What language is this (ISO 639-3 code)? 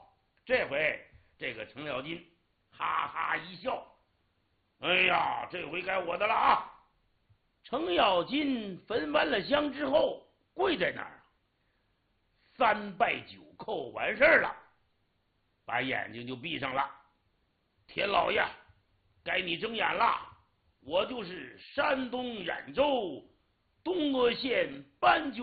zho